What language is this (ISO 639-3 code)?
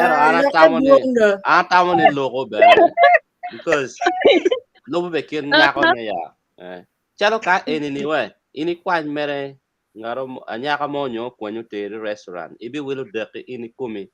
ach